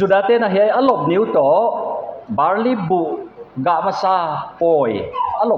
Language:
Paite Chin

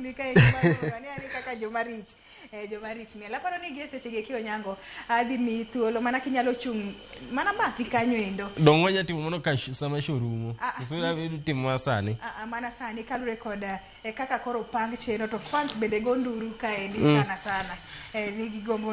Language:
Luo (Kenya and Tanzania)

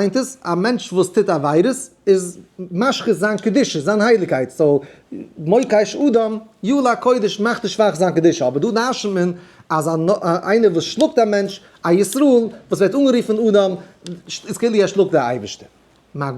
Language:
Yiddish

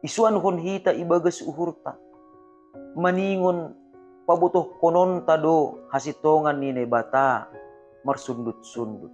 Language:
Batak Simalungun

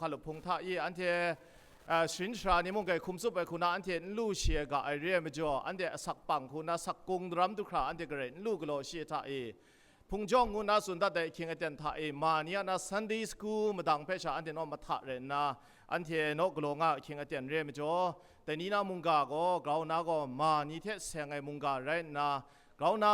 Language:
Kachin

